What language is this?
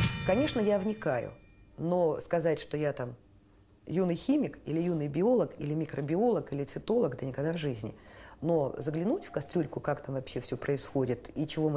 Russian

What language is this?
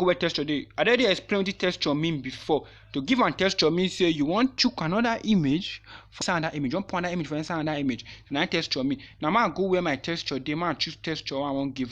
Nigerian Pidgin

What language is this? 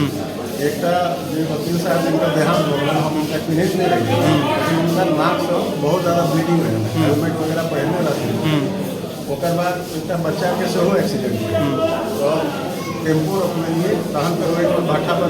Maithili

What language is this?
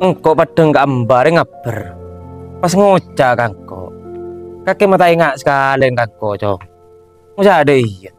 Madurese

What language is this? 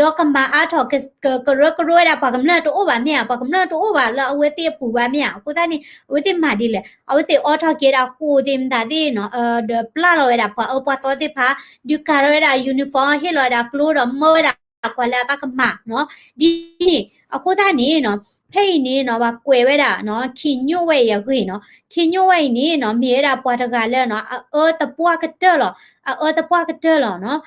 S'gaw Karen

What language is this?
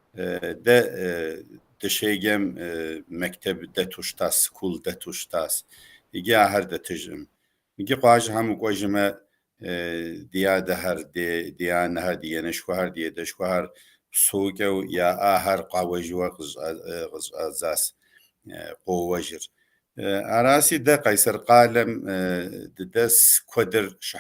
Kabardian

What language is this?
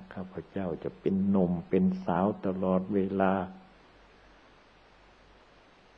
Thai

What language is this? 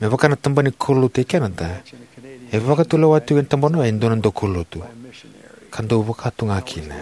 Fijian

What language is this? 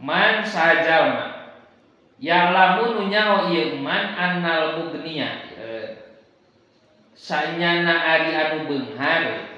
Sundanese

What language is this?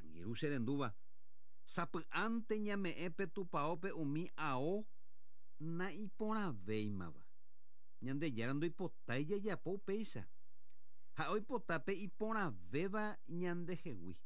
Guarani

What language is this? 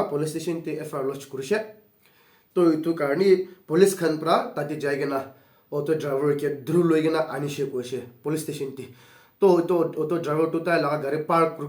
Naga Pidgin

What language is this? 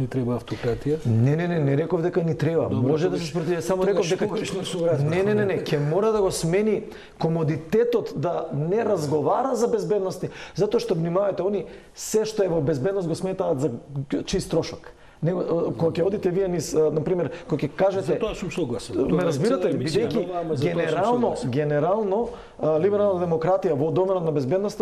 Macedonian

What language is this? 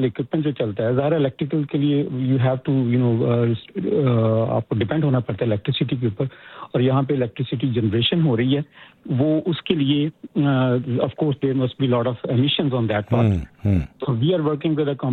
Hindi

